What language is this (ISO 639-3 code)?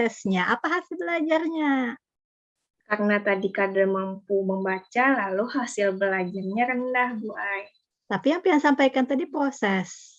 bjn